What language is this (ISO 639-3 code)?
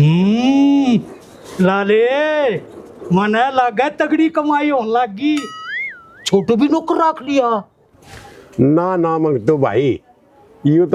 bgc